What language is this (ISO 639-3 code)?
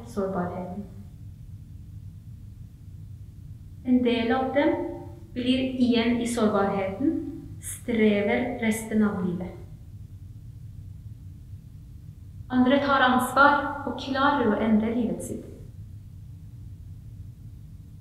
nor